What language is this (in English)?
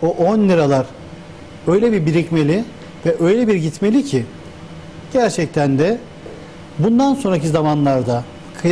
Turkish